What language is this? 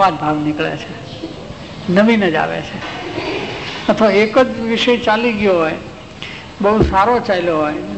Gujarati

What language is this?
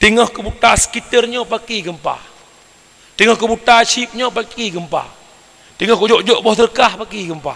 Achinese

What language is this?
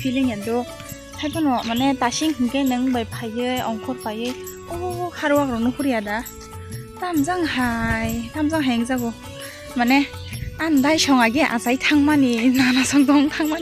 Kok Borok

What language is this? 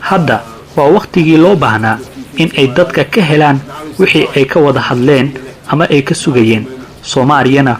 Somali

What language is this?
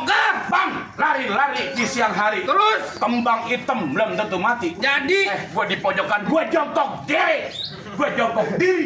Betawi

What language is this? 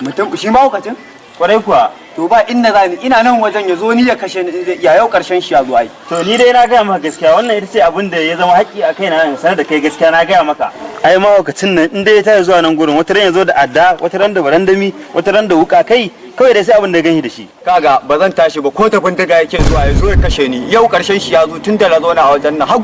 Hausa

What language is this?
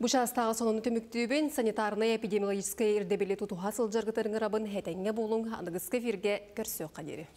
Yakut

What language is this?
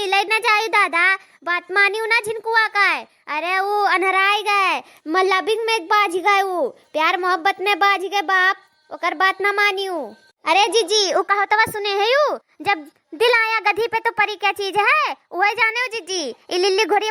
Awadhi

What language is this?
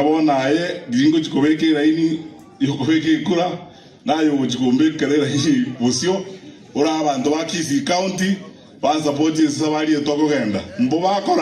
Gusii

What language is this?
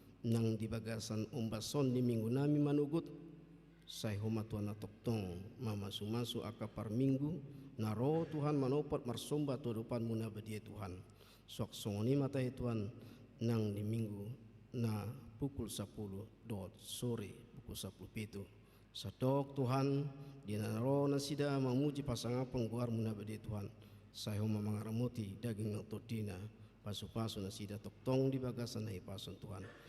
Batak Toba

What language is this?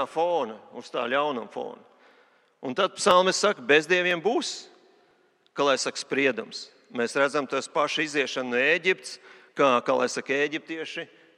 Latvian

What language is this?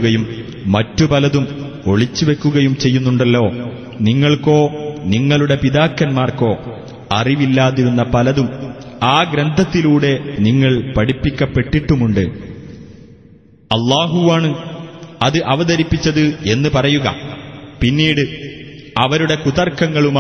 Malayalam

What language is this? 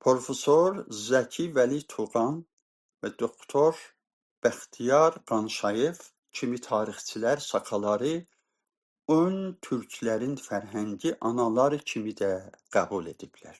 South Azerbaijani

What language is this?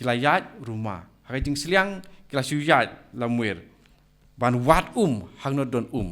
Khasi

